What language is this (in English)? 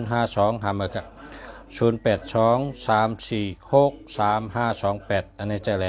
Shan